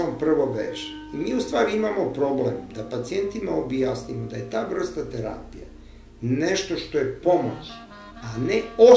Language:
Serbian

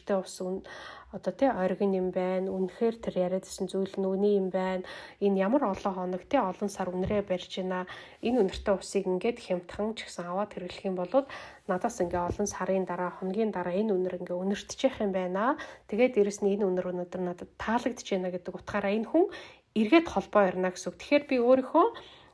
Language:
Mongolian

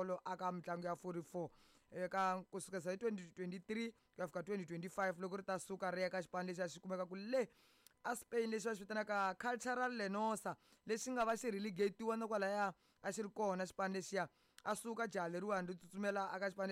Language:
Tsonga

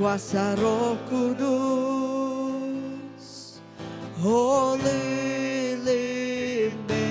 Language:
Iban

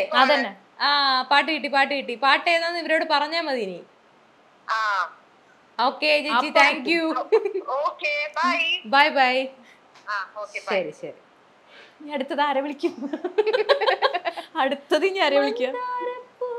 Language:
Malayalam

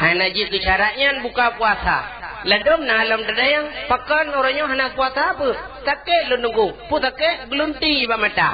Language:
Achinese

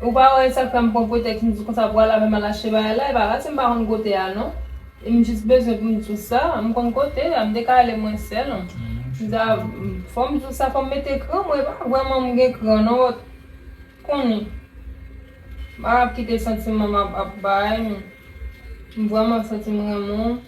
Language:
Haitian Creole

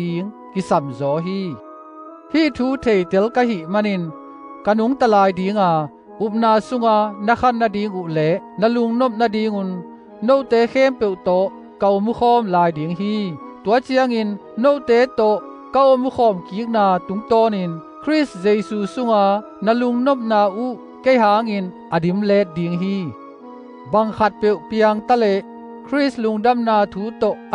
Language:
Tedim Chin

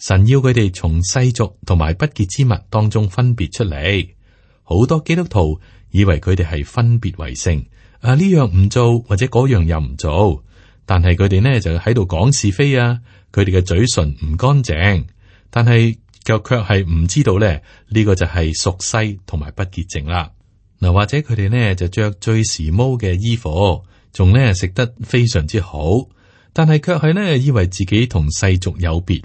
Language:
Cantonese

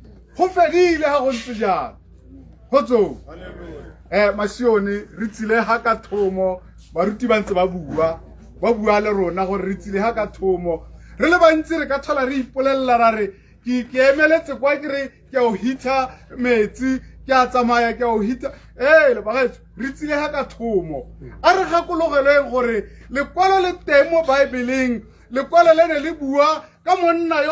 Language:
Tswana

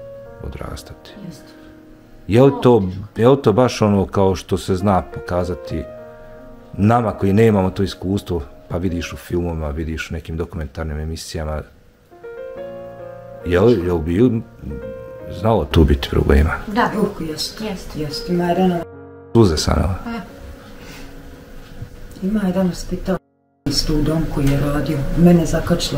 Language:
Bosnian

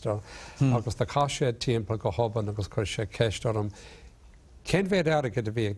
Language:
Irish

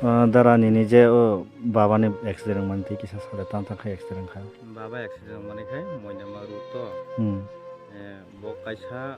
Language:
Kok Borok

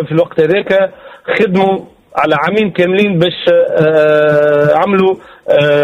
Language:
Tunisian Arabic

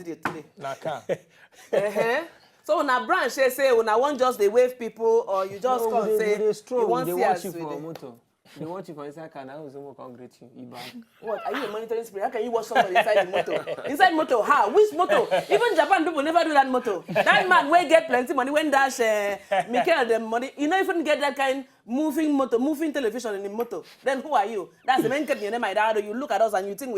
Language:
Nigerian Pidgin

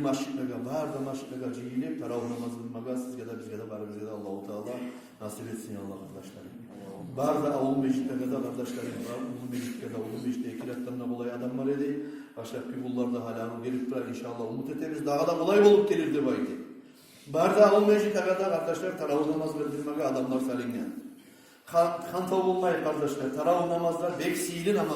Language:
Kumyk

